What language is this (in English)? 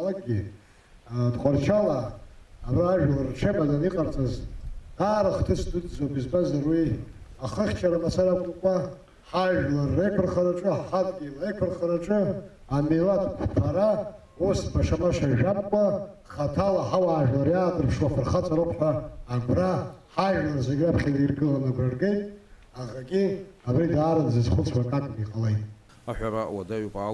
Abkhazian